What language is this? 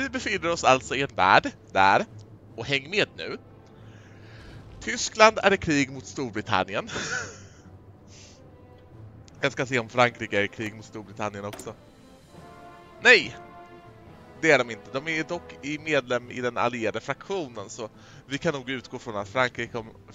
Swedish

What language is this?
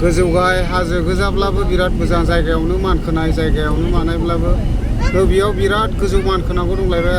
Bodo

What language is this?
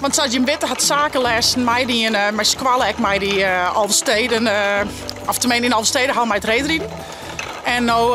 Western Frisian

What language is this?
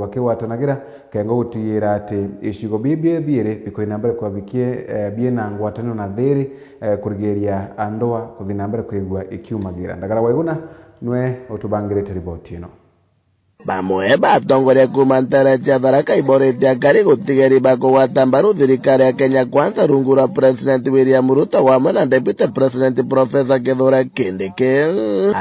Meru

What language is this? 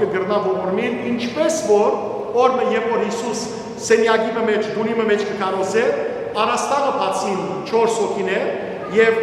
Western Armenian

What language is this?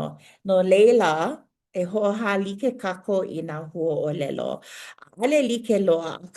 Hawaiian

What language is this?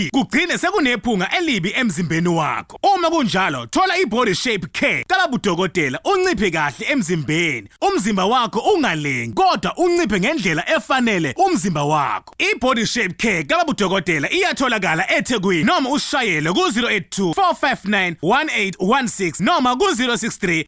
Zulu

